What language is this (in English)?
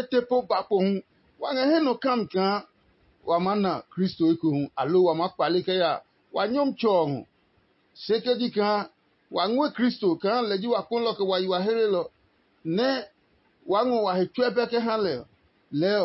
Adangme